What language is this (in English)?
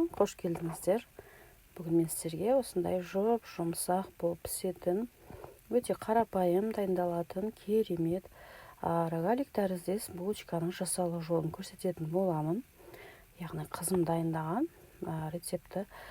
Kazakh